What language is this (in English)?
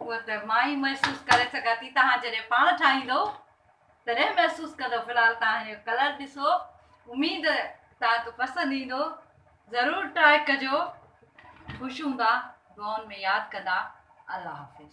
Sindhi